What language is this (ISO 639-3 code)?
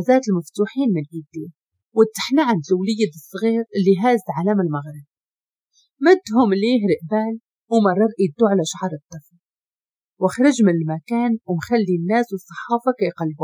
ary